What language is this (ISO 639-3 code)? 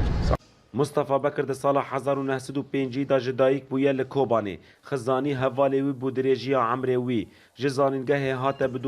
kur